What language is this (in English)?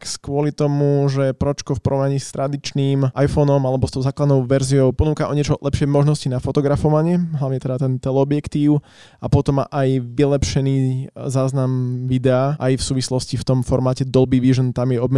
Slovak